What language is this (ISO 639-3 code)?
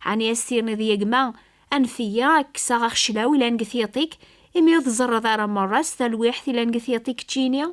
kab